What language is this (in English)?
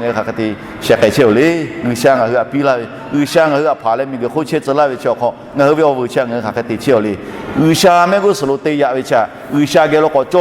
Lahu